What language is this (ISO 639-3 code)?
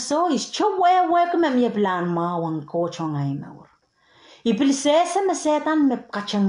pon